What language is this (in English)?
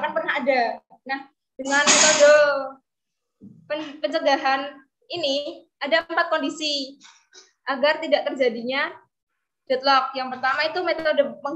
Indonesian